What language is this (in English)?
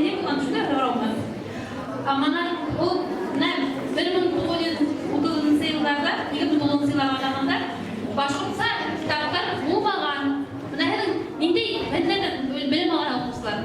Bashkir